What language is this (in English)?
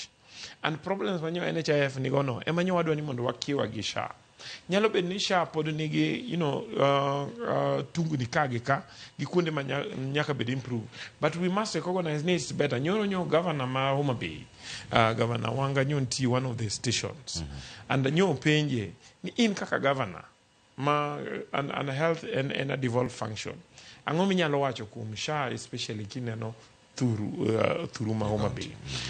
Luo (Kenya and Tanzania)